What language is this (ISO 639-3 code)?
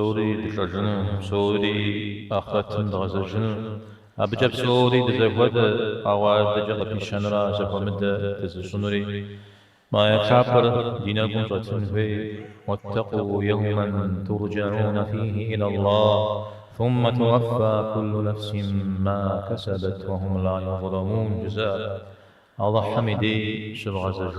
kbd